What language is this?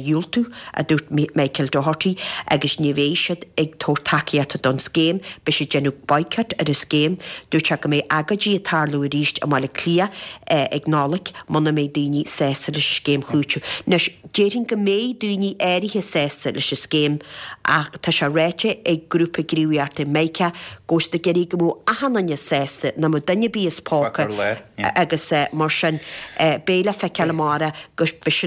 Irish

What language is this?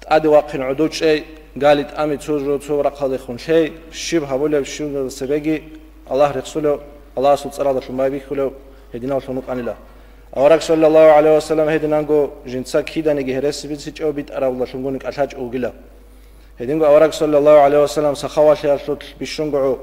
Avaric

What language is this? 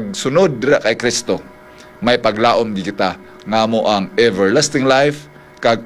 Hiligaynon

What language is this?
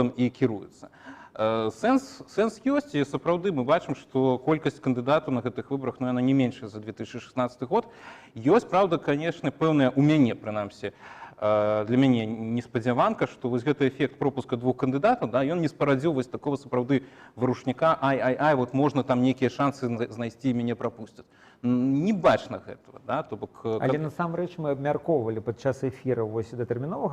Belarusian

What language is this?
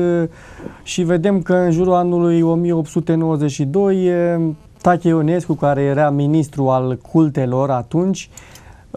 Romanian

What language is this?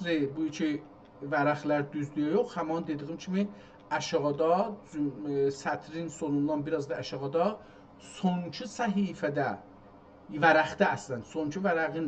South Azerbaijani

